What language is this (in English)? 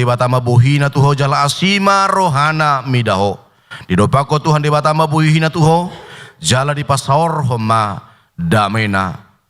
Batak Toba